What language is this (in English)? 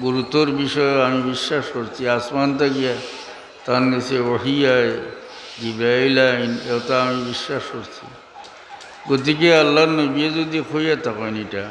Sylheti